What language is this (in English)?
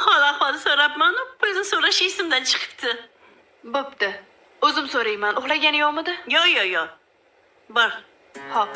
Uzbek